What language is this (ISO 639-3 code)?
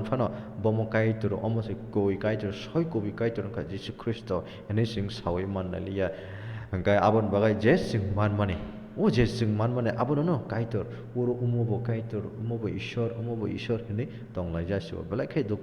trp